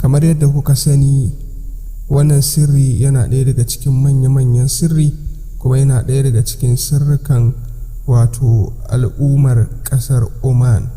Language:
Hausa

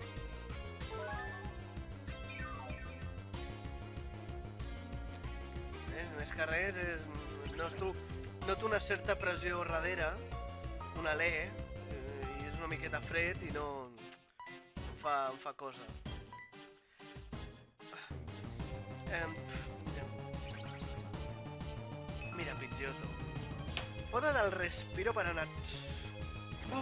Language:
Catalan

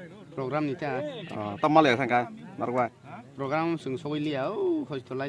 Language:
Kok Borok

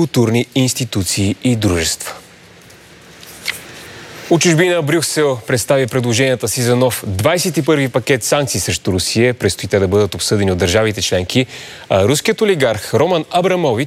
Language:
Bulgarian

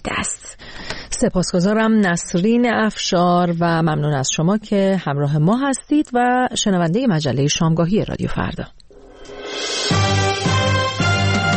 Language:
Persian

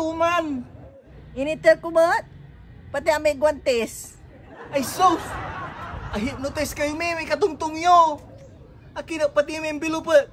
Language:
Pangasinan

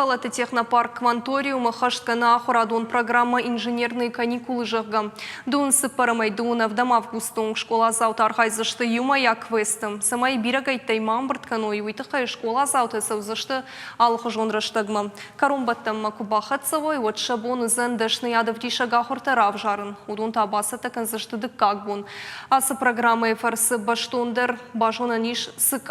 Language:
Ossetic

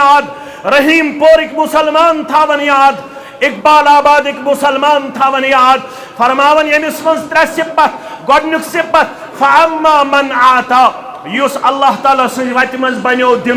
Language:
Kashmiri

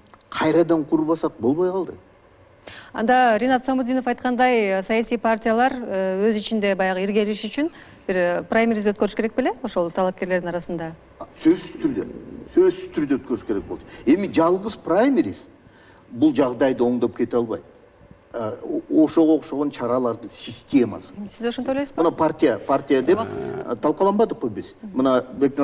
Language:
Kyrgyz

